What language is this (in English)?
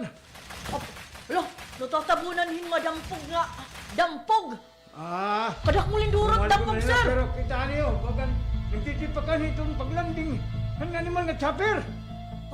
Waray